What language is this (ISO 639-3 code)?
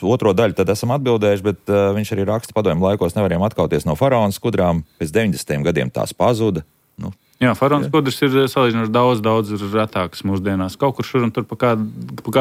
lav